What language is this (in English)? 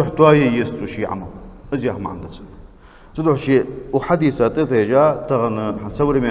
Ingush